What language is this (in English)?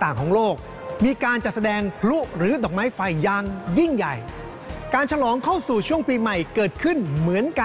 Thai